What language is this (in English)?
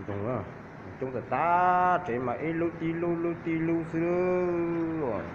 Hmong